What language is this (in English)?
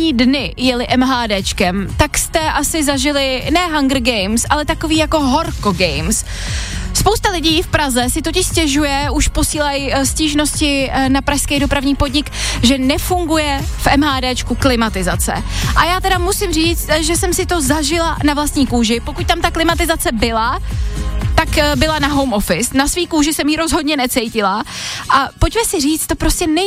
Czech